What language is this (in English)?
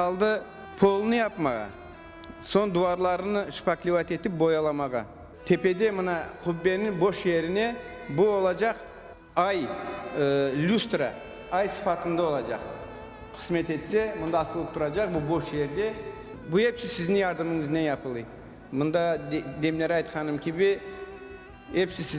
Crimean Tatar